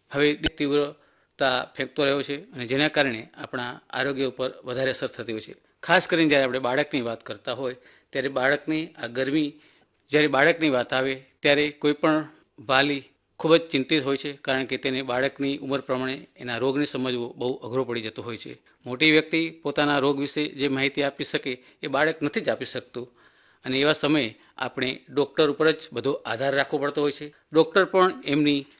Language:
Gujarati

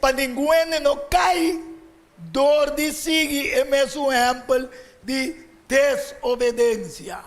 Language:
Papiamento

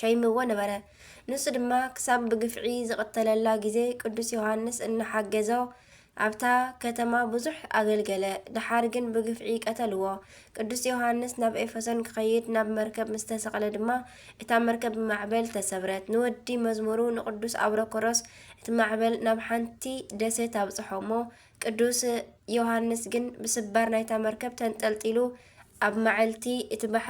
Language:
Tigrinya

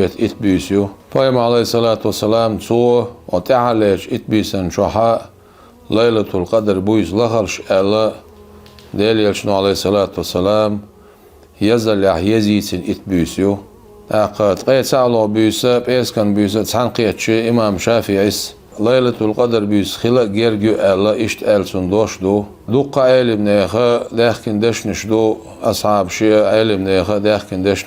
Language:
Chechen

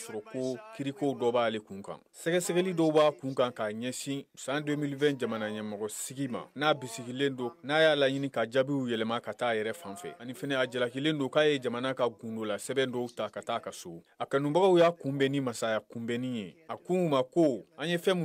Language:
Bambara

